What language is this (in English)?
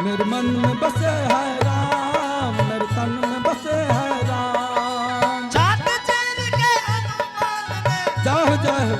Angika